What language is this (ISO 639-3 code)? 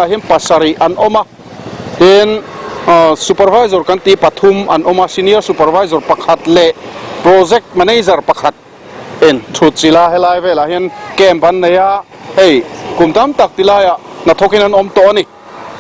lus